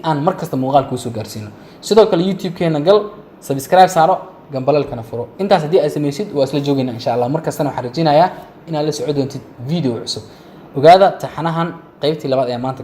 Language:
Somali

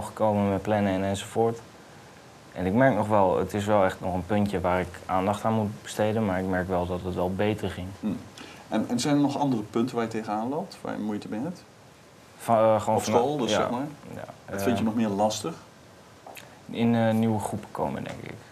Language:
Dutch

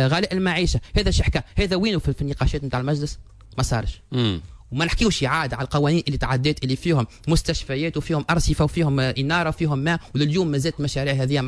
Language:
Tunisian Arabic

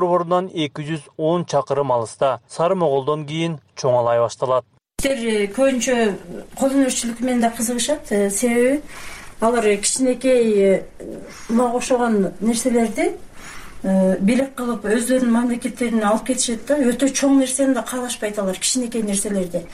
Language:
Kyrgyz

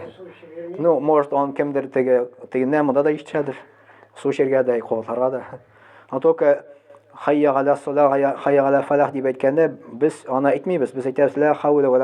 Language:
Tatar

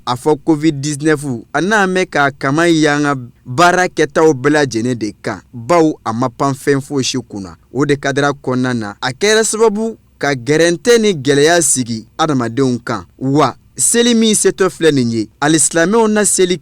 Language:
Bambara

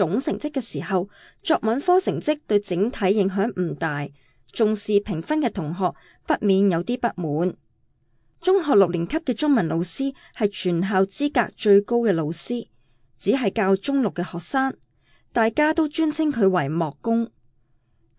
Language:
Cantonese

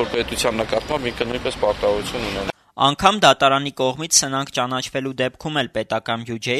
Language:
Armenian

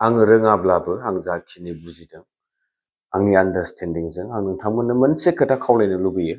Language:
Bodo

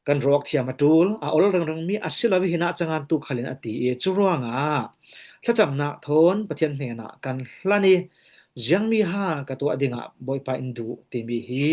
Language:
Falam Chin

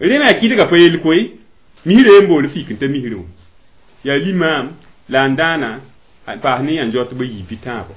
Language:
Mossi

